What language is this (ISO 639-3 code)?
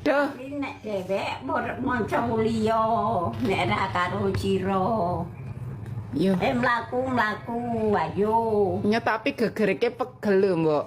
jav